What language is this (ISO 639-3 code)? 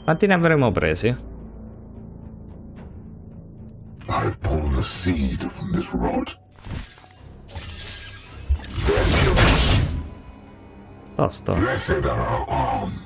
ita